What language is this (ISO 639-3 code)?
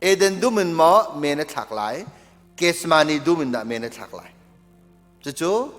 cnh